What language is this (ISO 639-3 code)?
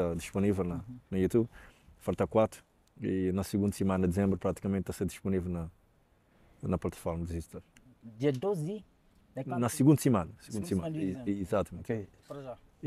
kea